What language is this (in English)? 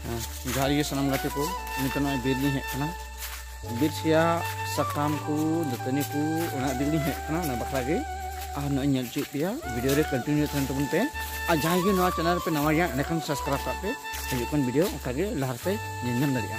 Santali